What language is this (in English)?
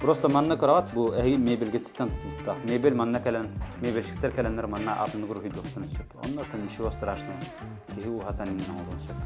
Yakut